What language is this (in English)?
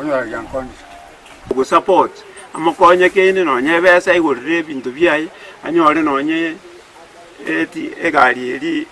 Gusii